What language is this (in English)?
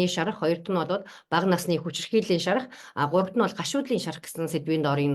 Mongolian